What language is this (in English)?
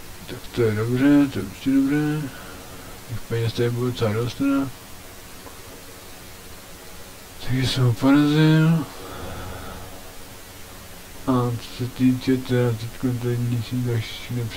Czech